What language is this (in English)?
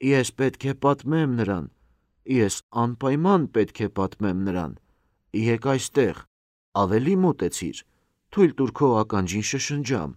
Armenian